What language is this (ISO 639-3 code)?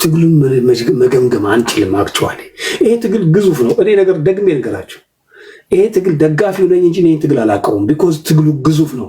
amh